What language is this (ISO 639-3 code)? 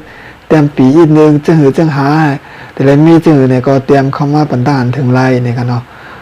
shn